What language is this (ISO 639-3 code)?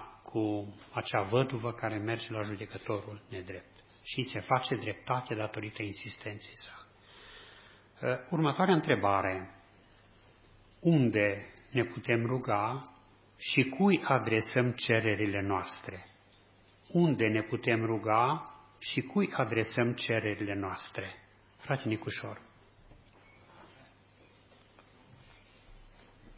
ron